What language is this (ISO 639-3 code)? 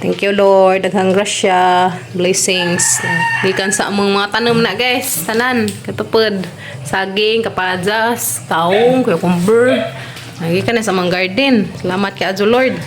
ceb